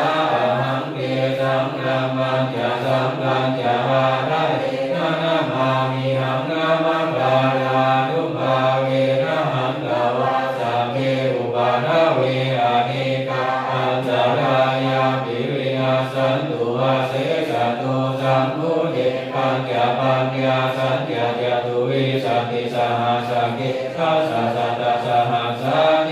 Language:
Pali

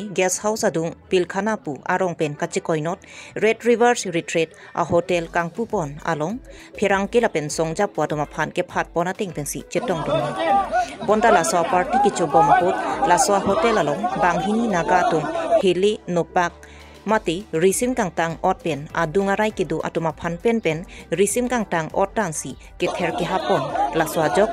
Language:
Karbi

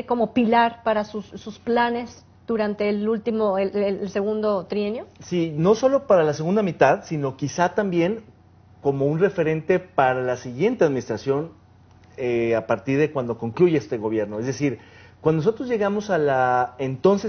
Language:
Spanish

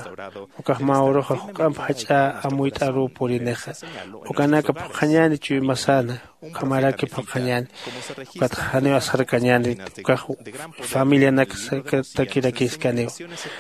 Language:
Aymara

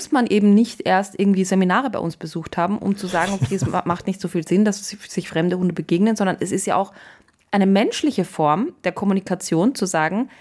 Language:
German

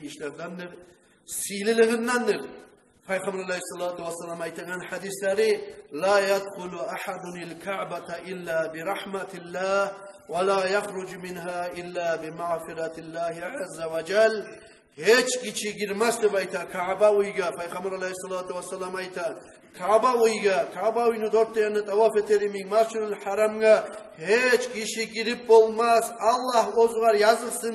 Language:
Kumyk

